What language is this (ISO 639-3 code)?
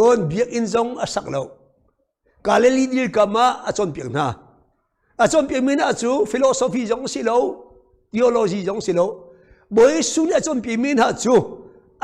cnh